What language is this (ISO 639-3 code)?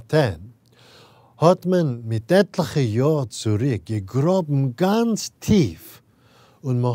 yid